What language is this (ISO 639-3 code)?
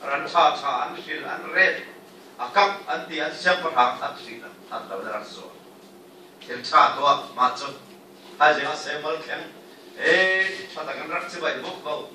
cfm